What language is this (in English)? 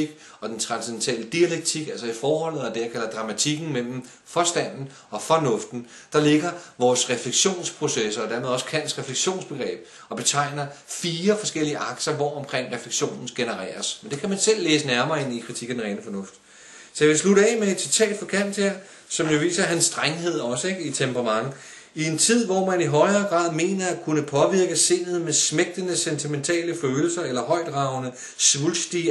Danish